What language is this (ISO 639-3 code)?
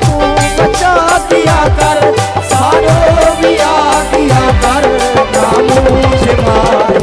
skr